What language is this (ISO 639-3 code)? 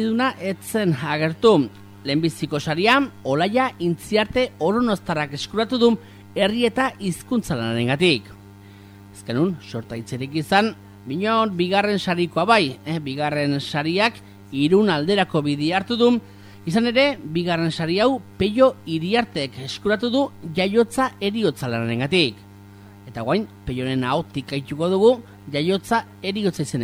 eus